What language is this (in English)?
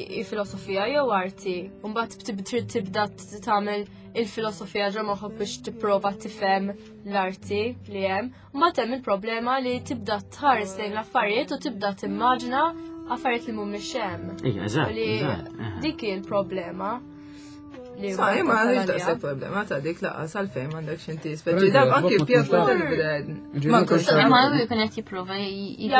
Maltese